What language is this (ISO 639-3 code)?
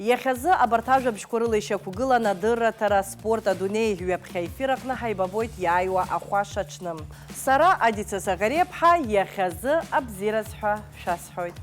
abk